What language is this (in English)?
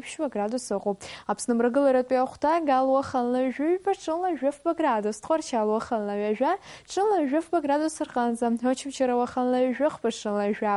Abkhazian